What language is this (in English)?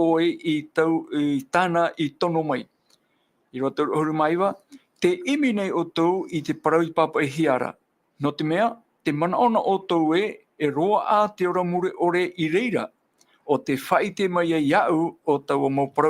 Tahitian